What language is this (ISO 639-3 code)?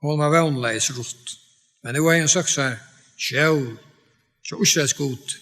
fao